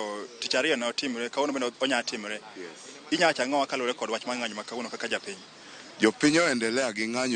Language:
Luo (Kenya and Tanzania)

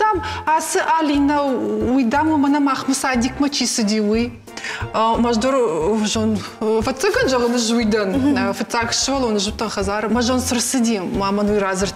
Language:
Ossetic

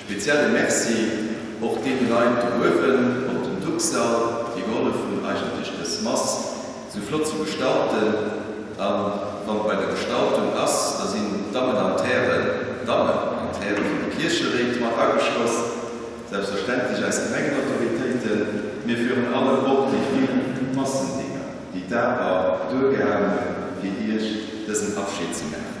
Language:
Luxembourgish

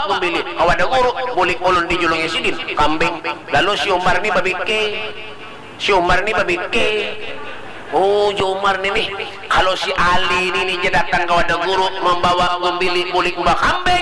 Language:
Banjar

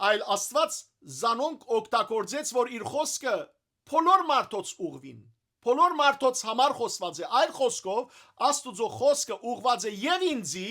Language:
Western Armenian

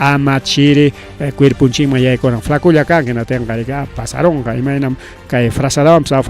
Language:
Ayacucho Quechua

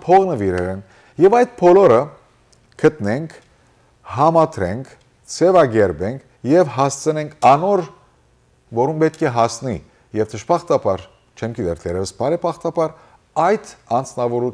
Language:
Western Armenian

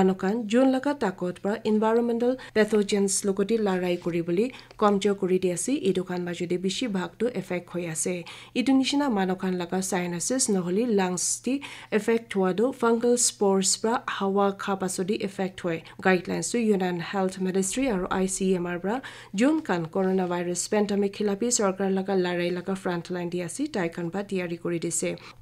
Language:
Naga Pidgin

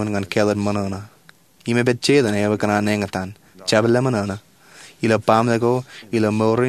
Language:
Marshallese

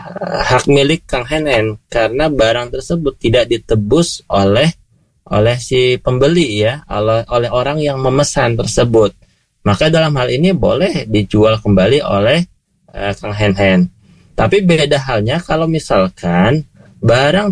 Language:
Indonesian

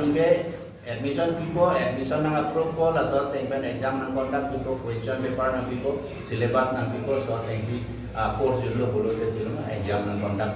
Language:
Karbi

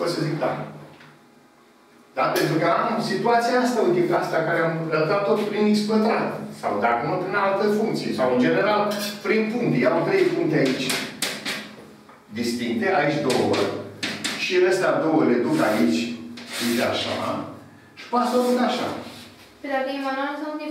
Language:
Romanian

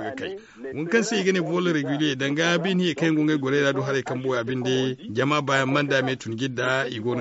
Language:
Zarma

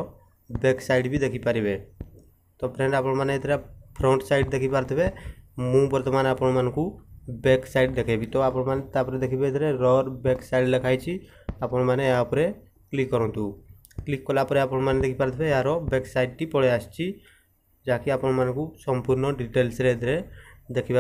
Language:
Odia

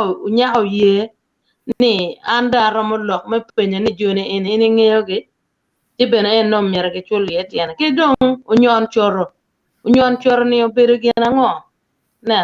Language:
Acoli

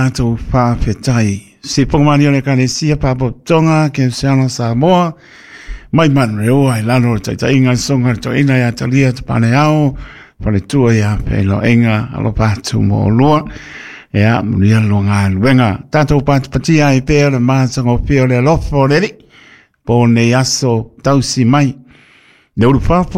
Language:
Samoan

